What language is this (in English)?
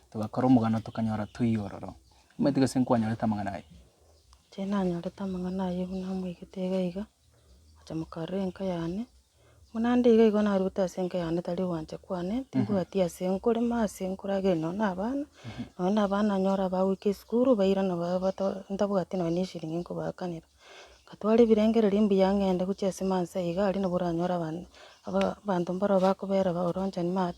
Gusii